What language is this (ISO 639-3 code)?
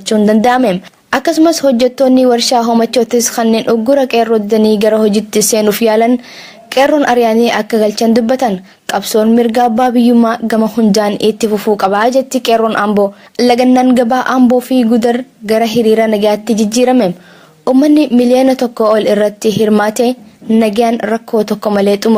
orm